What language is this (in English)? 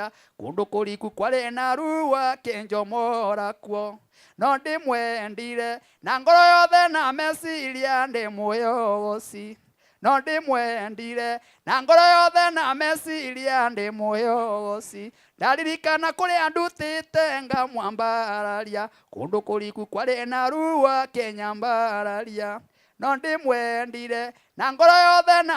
Kikuyu